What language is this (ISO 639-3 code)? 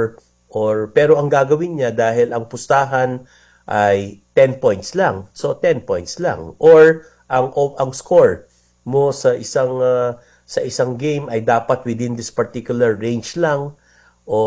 fil